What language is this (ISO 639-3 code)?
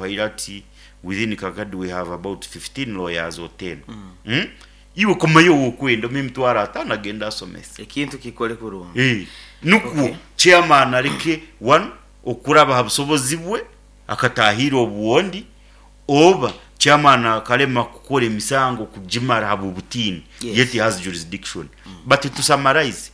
nyo